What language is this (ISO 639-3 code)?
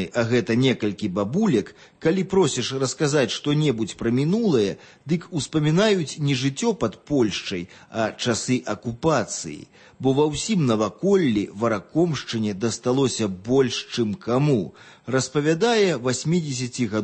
bel